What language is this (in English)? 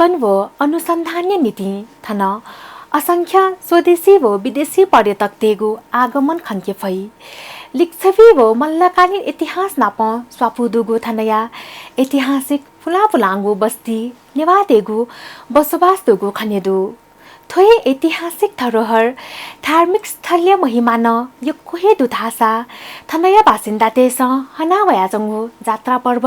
Newari